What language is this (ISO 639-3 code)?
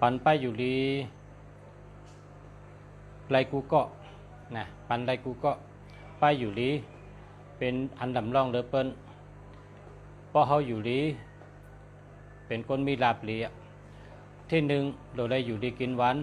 shn